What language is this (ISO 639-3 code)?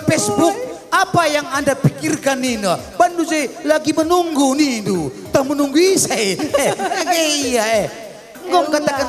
btx